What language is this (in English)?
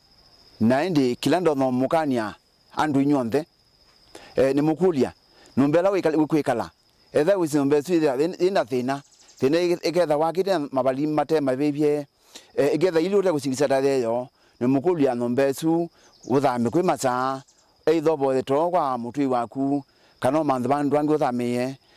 Kamba